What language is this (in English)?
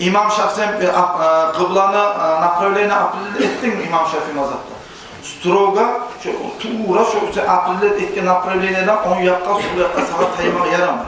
Kumyk